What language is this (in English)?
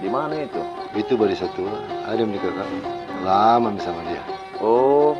Makassar Malay